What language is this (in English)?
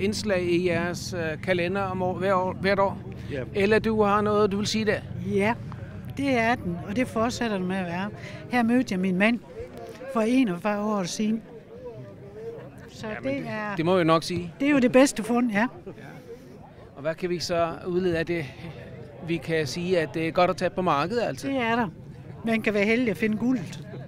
Danish